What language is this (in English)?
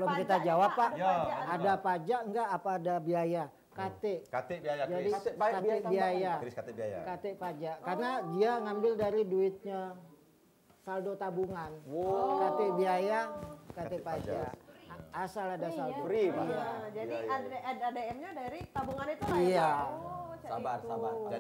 Musi